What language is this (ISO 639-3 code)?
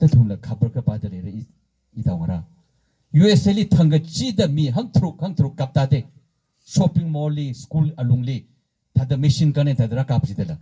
nmf